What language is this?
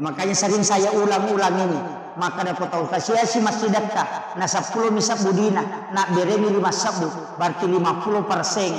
Buginese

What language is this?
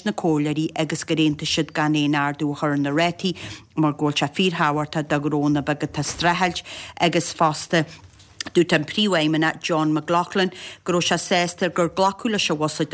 Irish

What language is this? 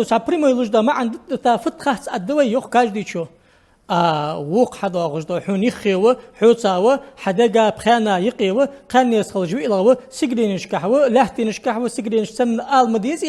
Ingush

